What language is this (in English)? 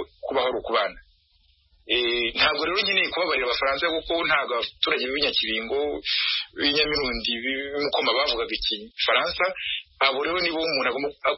Kinyarwanda